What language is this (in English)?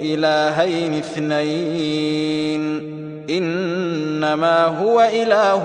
Sundanese